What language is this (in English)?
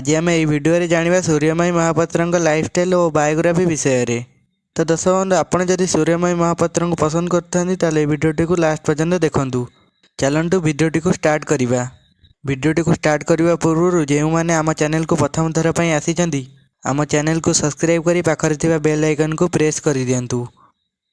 Odia